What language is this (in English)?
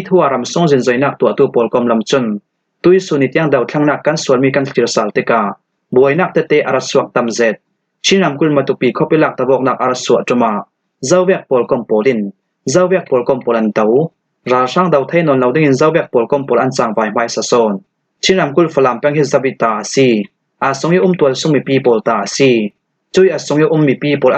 Falam Chin